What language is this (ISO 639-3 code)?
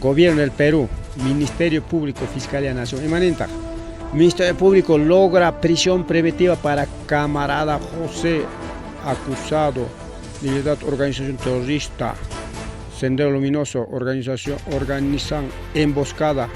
quy